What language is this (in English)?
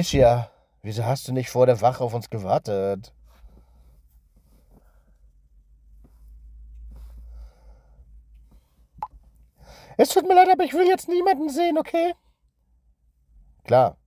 German